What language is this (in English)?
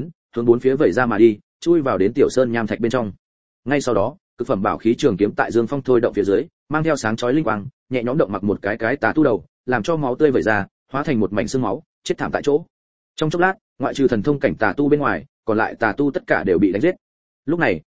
Vietnamese